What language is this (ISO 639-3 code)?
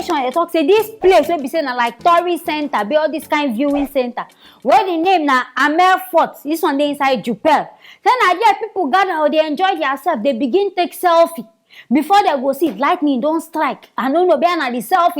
pcm